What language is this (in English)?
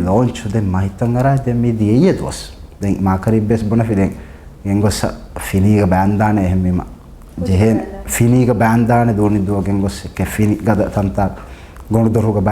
Divehi